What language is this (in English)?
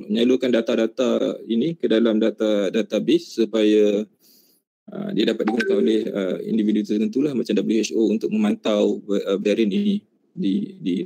Malay